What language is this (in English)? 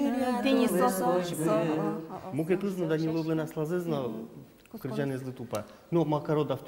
Udmurt